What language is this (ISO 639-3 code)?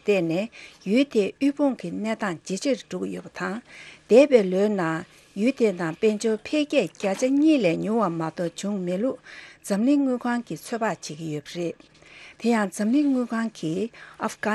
bod